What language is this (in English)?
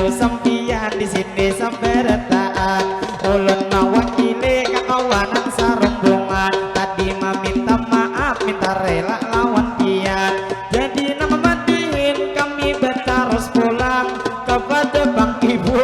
Banjar